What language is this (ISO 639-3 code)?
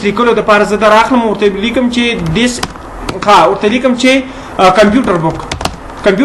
pus